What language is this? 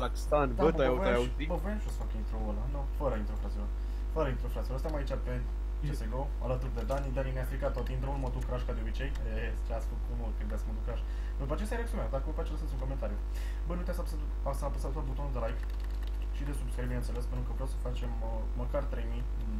Romanian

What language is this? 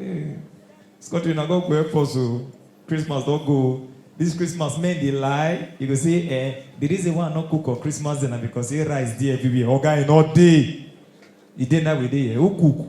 Nigerian Pidgin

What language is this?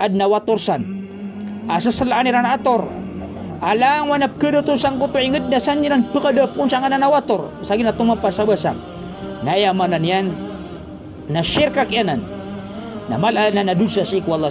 Maranao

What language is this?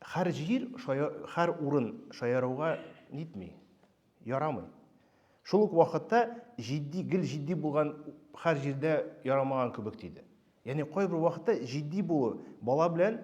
Tatar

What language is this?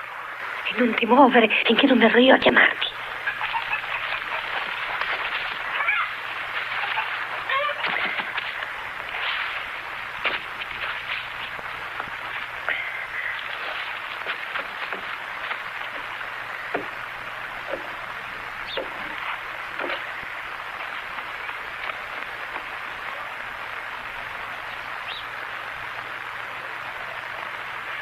Italian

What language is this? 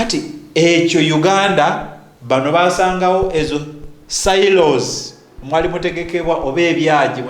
Ganda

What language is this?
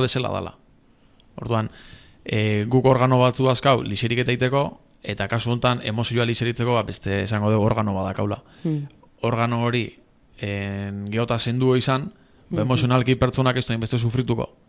Basque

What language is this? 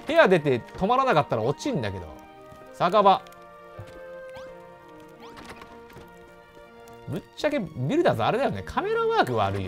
Japanese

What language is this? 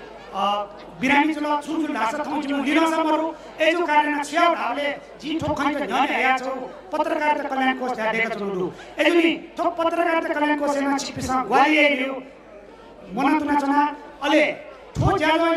Newari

